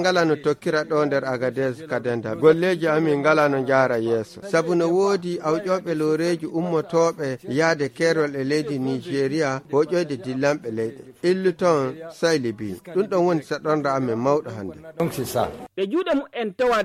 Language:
Nigerian Fulfulde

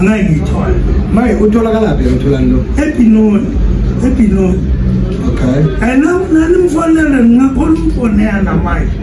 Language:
Zulu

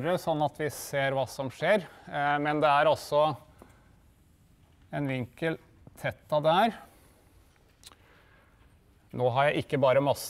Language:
Norwegian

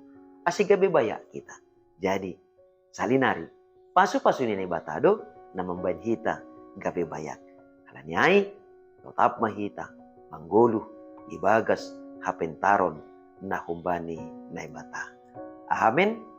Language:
Batak Simalungun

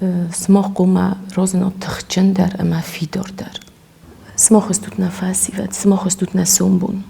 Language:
Ossetic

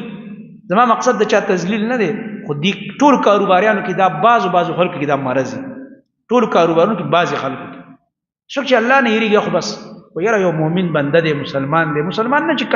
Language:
Pashto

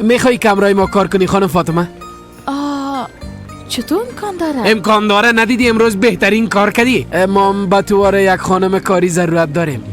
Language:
Persian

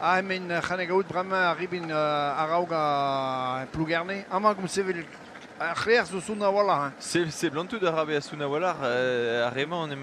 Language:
Breton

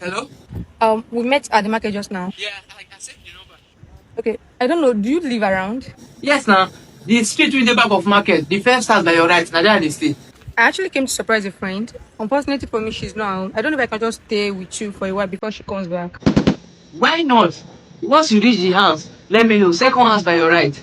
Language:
Nigerian Pidgin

